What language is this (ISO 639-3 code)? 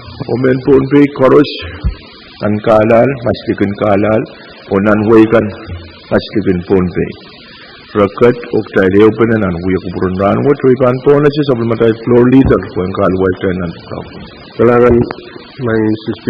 pon